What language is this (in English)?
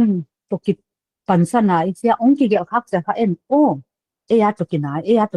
Paite Chin